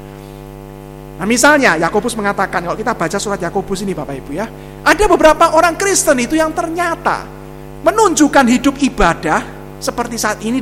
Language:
Indonesian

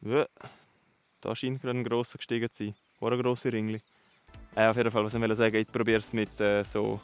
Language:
Swiss German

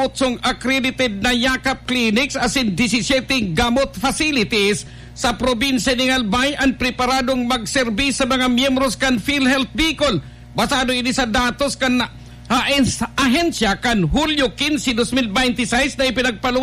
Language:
Bikol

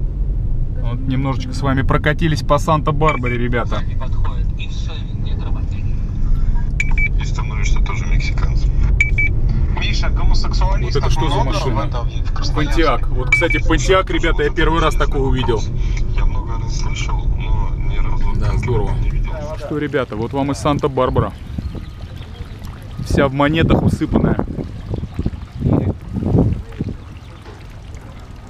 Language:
Russian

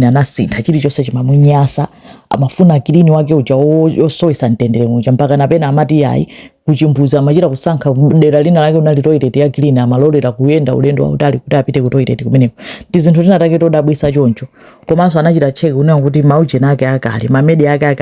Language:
Nyanja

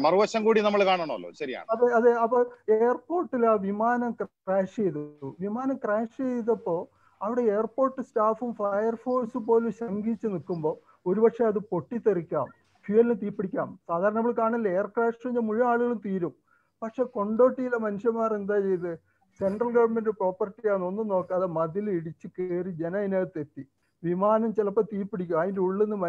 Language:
Malayalam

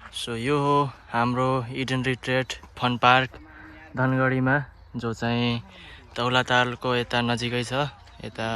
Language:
Nepali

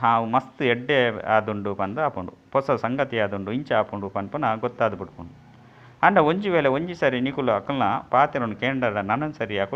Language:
Tulu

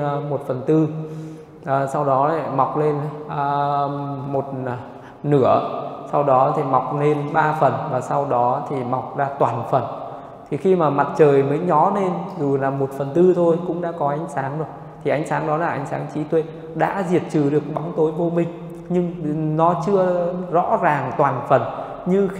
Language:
Vietnamese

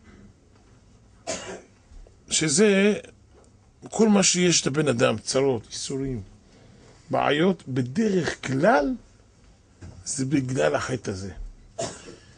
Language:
Hebrew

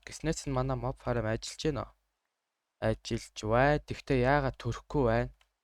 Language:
Mongolian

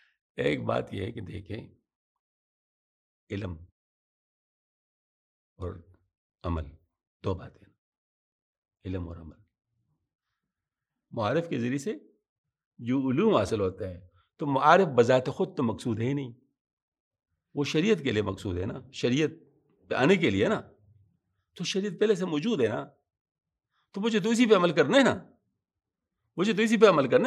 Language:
Urdu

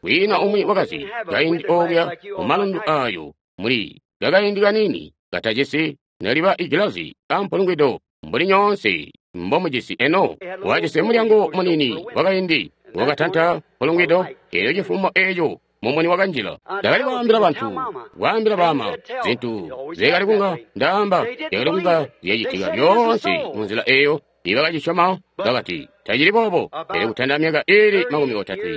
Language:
Tonga (Zambia)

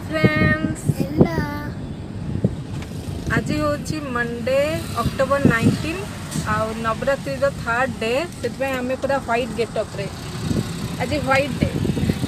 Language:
Odia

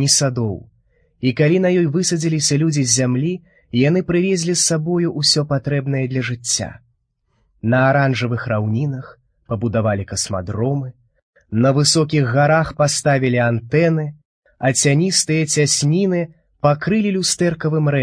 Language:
Belarusian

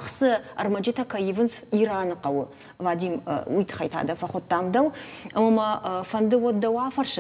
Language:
Ossetic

